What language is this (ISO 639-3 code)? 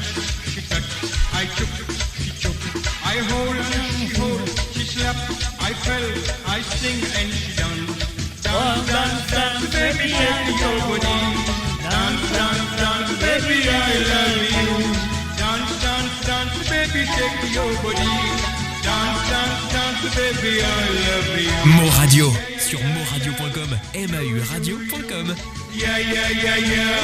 mfe